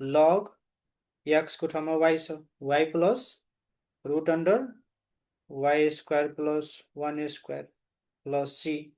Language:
Nepali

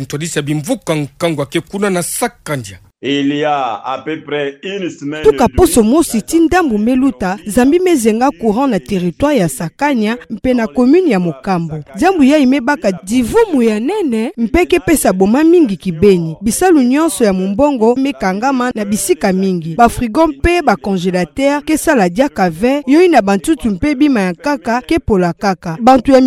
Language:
Kituba (Democratic Republic of Congo)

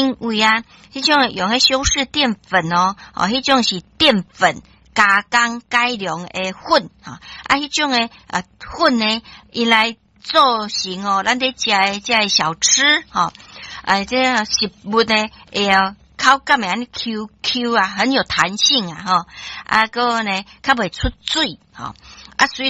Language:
Min Nan Chinese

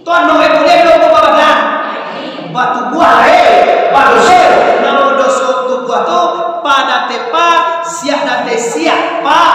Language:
Minangkabau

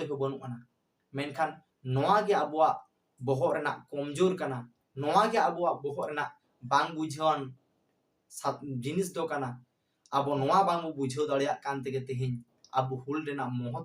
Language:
Santali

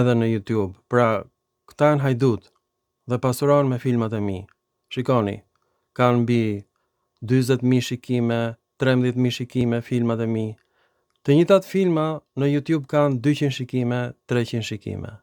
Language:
Albanian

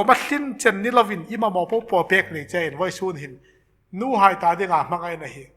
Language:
Hmar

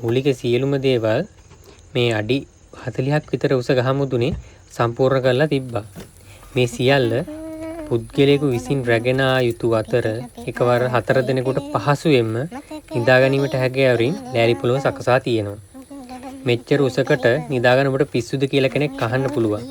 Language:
Sinhala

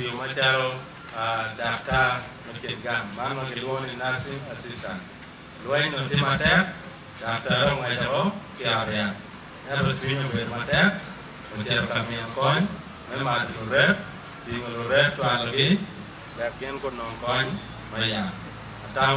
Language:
Acoli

